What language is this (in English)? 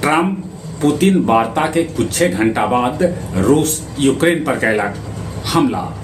Magahi